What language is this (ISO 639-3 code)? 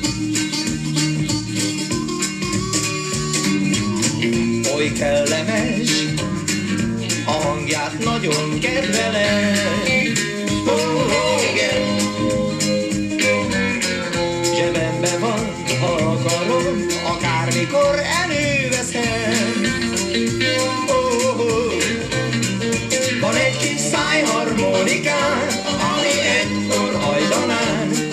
hun